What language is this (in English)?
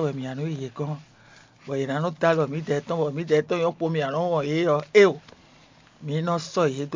Fon